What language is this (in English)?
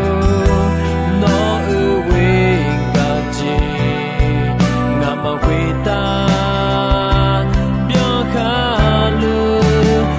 Akha